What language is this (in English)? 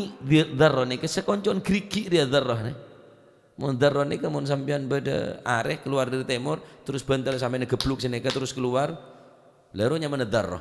Madurese